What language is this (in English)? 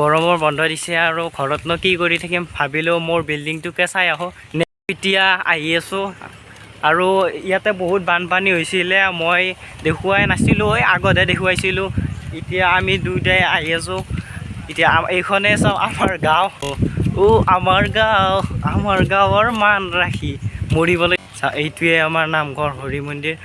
Assamese